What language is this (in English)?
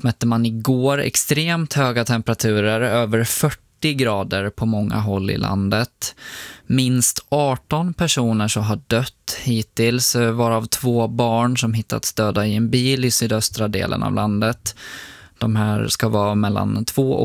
Swedish